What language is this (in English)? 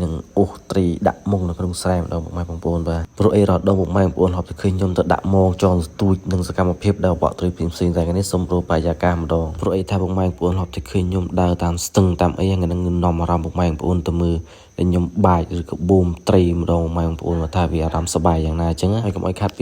Khmer